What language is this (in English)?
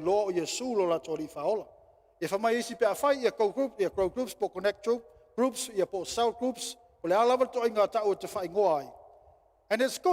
Samoan